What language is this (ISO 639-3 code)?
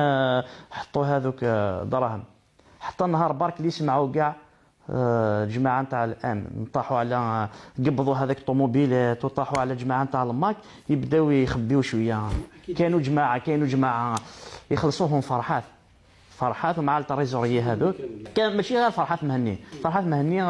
arq